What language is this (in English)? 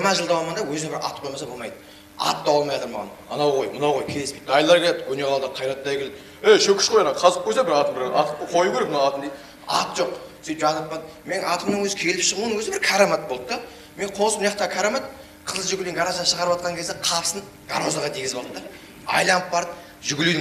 Kara-Kalpak